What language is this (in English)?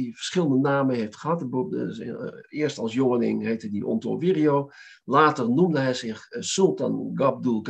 Dutch